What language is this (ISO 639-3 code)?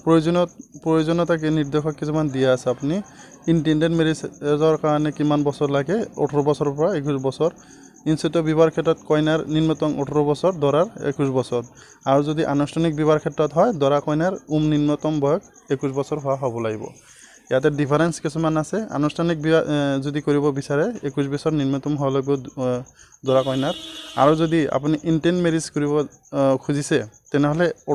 asm